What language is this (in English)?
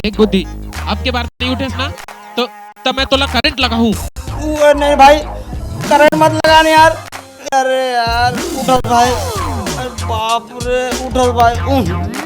Chhattisgarhi